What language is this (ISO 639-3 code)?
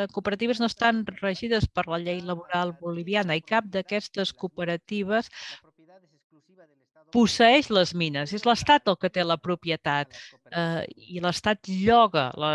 cat